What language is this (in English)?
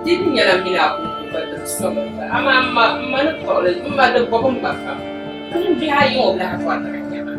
Dagbani